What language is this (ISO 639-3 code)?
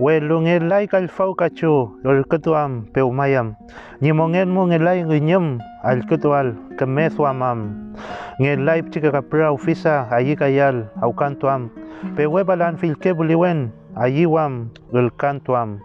arn